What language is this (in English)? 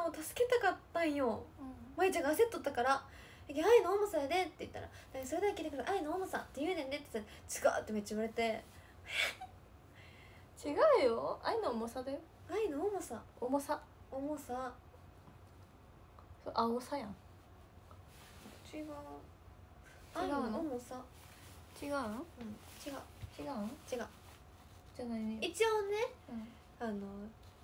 Japanese